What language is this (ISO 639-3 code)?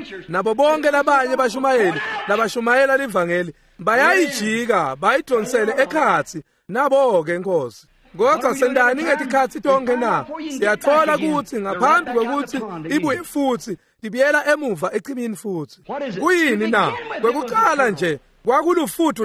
ssw